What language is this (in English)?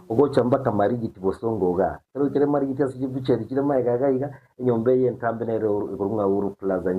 Gusii